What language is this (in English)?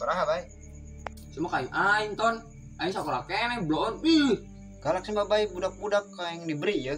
Sundanese